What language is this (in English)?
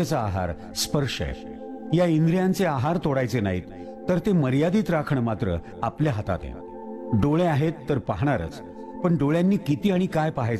Marathi